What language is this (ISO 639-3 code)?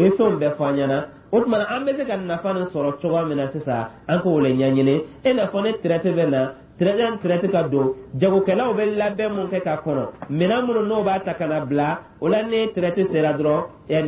dyu